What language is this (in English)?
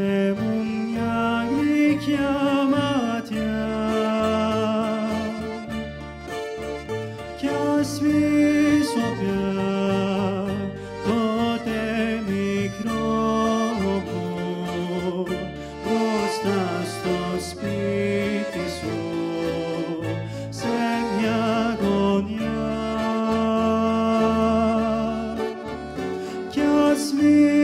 Greek